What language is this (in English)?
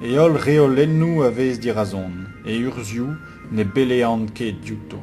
Breton